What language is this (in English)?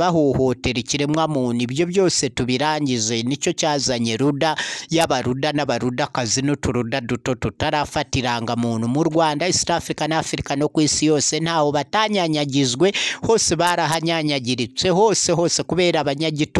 Kinyarwanda